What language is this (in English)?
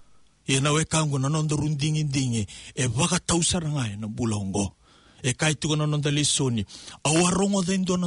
Fijian